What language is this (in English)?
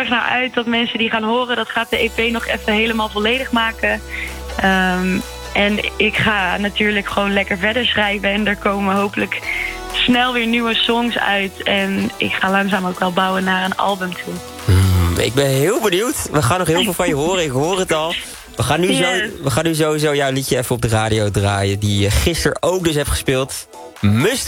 Dutch